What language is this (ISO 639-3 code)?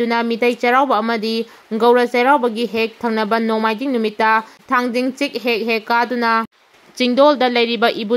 mni